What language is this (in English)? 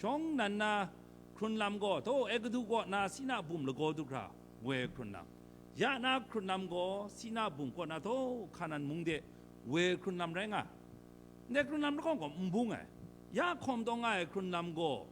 Kachin